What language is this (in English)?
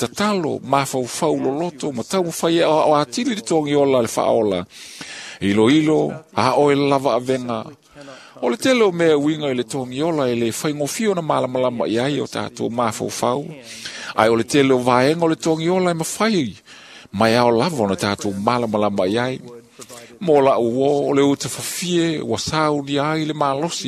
Samoan